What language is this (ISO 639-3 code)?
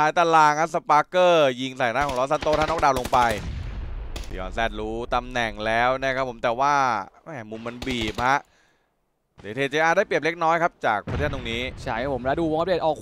tha